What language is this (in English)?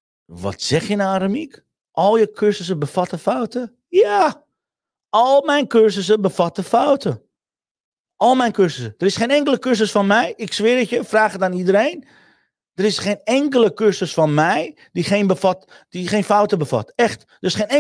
Dutch